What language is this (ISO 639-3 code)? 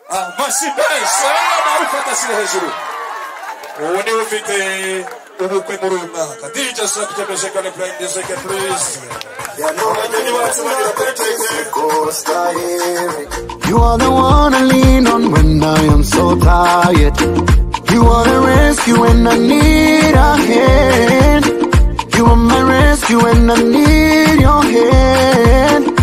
kin